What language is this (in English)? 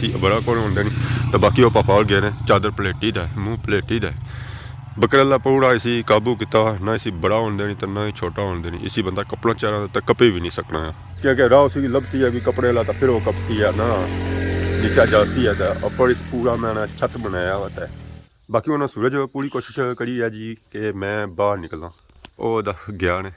Pahari-Potwari